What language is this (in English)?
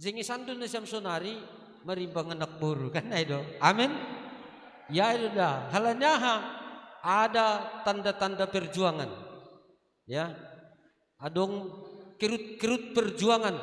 Batak Simalungun